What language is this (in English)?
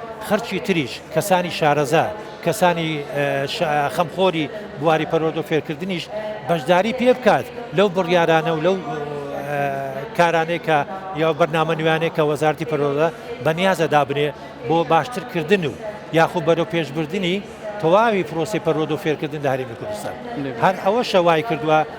Central Kurdish